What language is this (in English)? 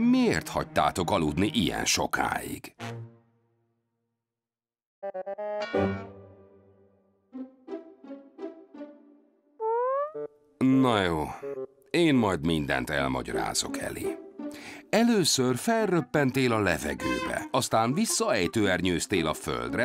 Hungarian